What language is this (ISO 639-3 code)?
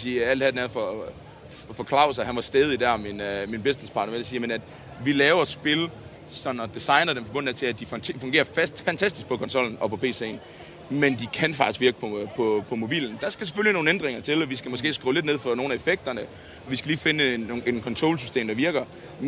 dan